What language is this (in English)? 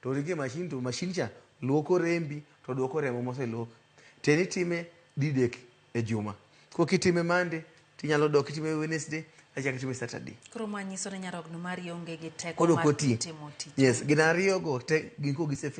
Luo (Kenya and Tanzania)